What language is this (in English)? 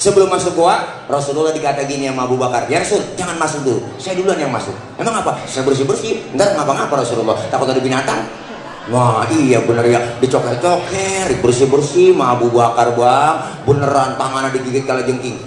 Betawi